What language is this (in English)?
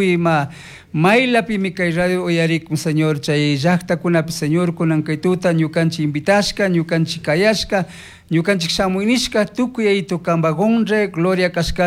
Chimborazo Highland Quichua